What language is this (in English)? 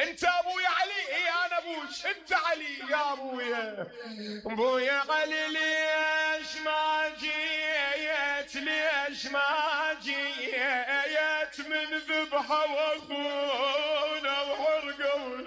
Mesopotamian Arabic